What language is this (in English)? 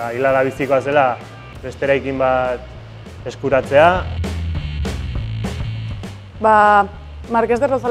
Basque